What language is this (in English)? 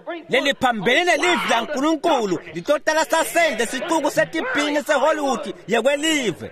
Swati